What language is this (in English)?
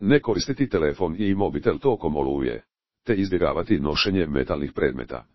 Croatian